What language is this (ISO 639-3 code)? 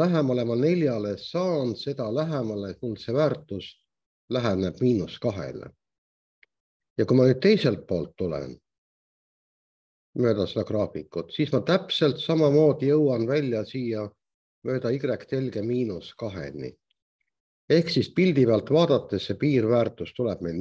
est